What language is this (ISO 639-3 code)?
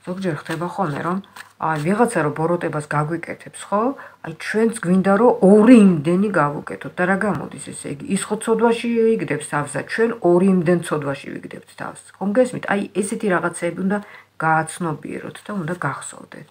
kat